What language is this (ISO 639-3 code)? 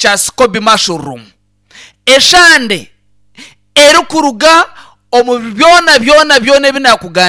nyn